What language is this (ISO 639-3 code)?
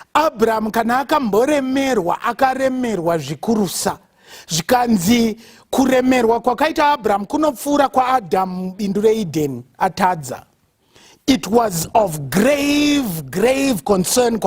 sna